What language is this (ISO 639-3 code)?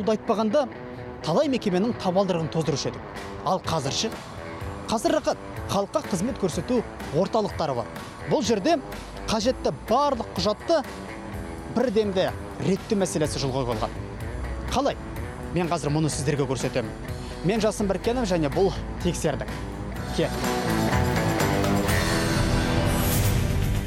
kaz